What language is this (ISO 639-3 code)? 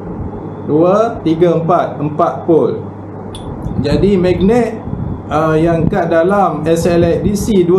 msa